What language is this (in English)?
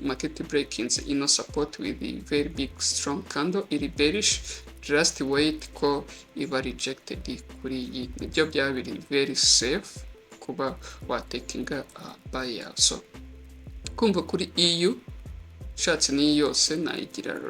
Kinyarwanda